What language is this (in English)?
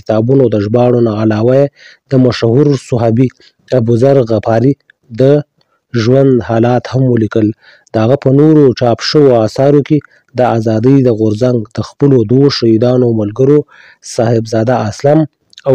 Pashto